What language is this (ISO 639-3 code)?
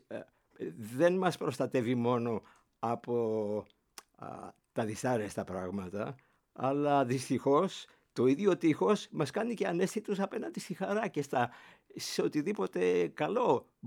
ell